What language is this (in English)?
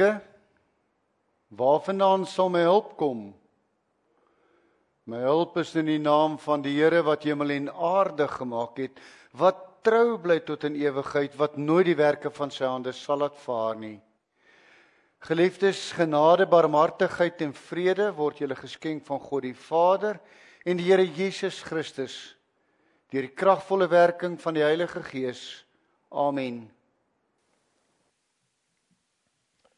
Afrikaans